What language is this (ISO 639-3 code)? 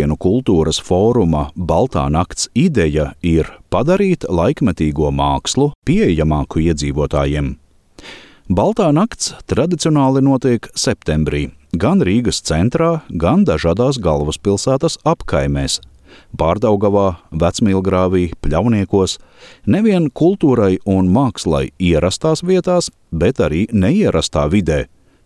lav